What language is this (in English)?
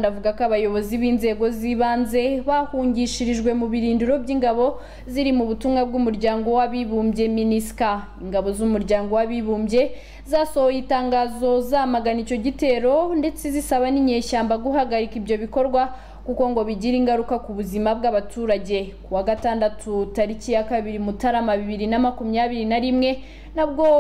Kinyarwanda